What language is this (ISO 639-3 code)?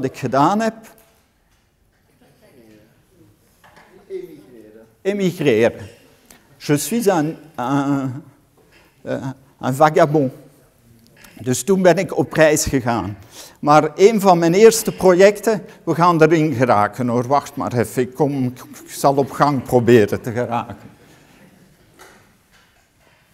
nld